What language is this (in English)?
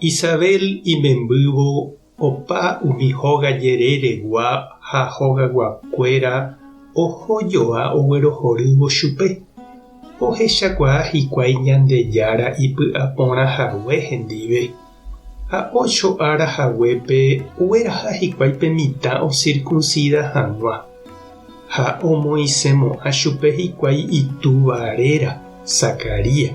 Guarani